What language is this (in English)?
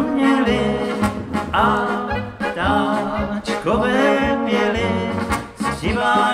Czech